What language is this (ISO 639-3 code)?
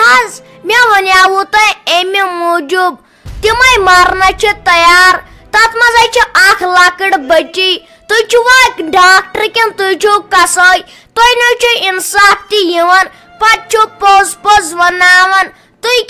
kas